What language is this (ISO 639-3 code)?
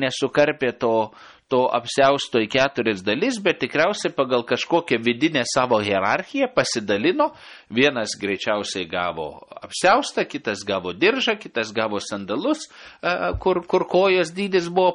lit